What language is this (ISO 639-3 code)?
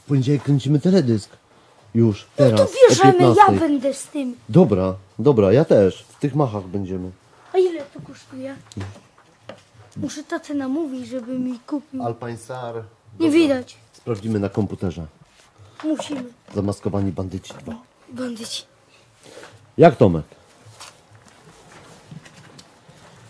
pol